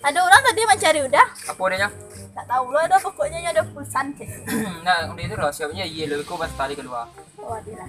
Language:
Minangkabau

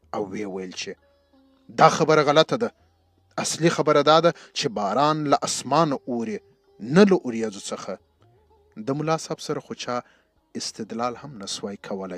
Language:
Pashto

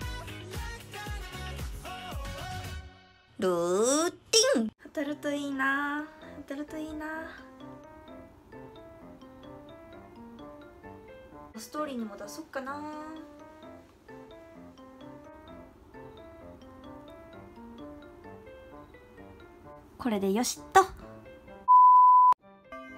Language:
Japanese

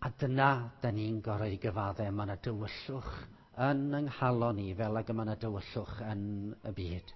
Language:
Welsh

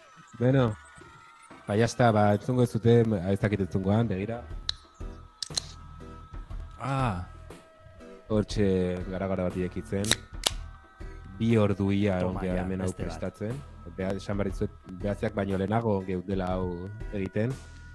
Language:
Basque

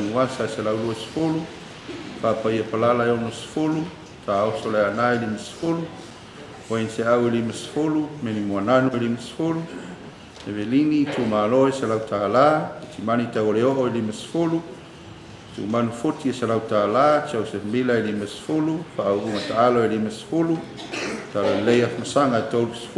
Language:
Samoan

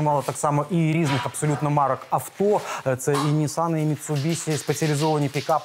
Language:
Ukrainian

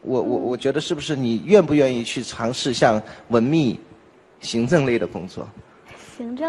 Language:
Chinese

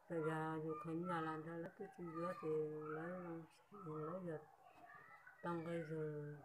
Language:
Hmong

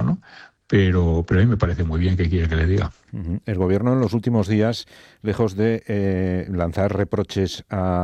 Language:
Spanish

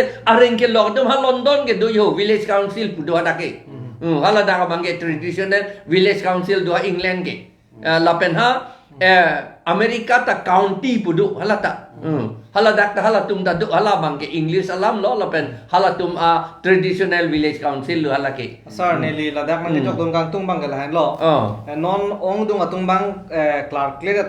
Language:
Karbi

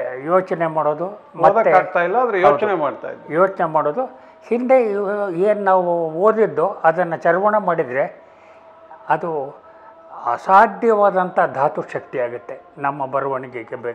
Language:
Kannada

